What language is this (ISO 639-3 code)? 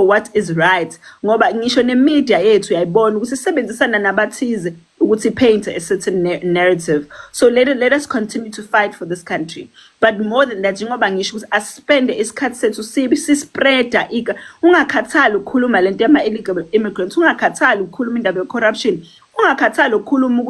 zul